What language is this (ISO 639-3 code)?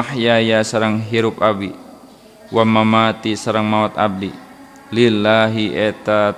sun